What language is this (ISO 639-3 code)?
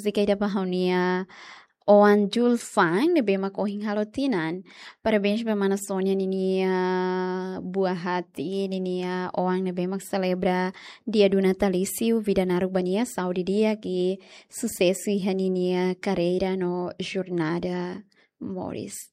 tet